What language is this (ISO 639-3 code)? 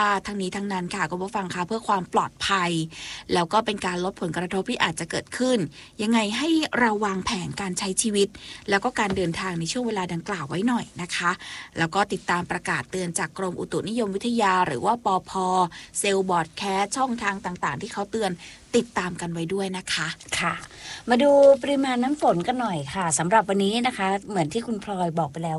tha